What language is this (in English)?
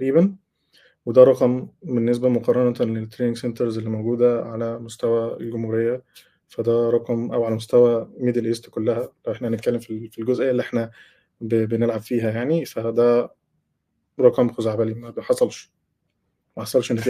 Egyptian Arabic